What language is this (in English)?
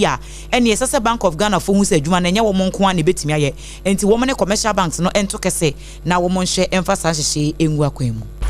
Akan